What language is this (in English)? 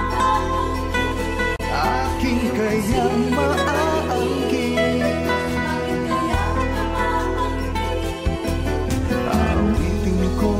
Filipino